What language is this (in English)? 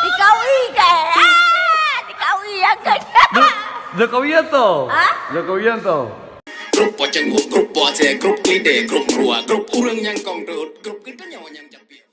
Achinese